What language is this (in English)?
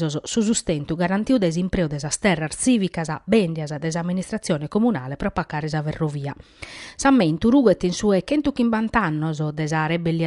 Sardinian